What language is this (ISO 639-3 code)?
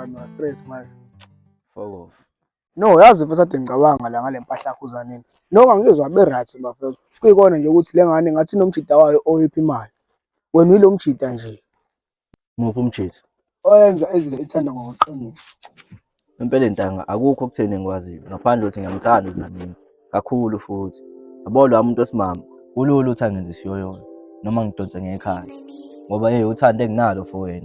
zul